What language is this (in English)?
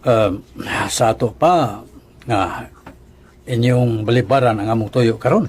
Cebuano